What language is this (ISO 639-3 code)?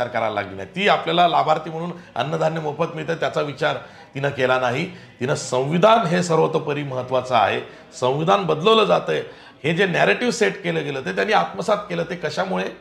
mar